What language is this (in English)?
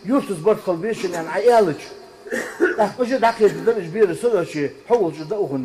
Ingush